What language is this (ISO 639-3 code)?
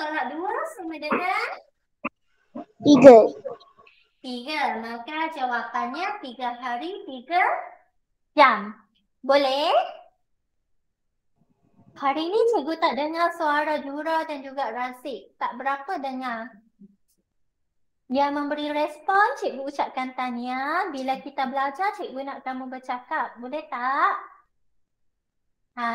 msa